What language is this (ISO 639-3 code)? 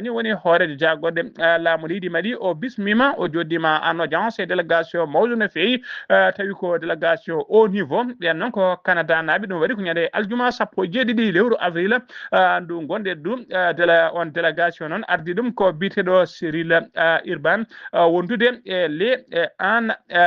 ful